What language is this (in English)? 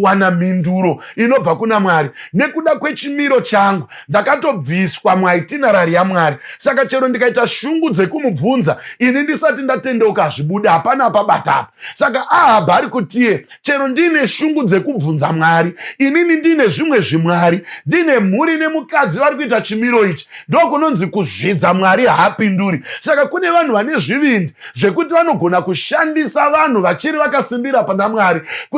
Shona